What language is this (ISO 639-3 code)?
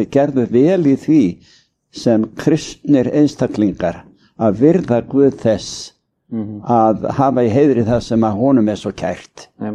isl